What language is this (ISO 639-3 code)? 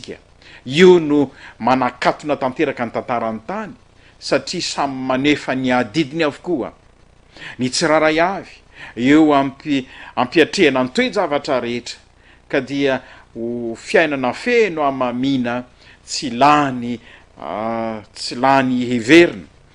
mlg